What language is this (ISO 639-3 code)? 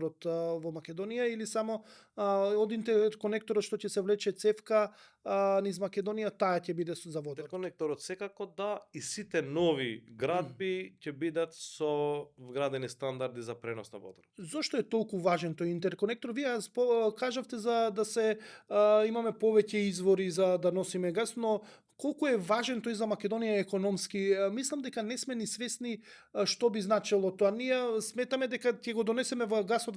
mkd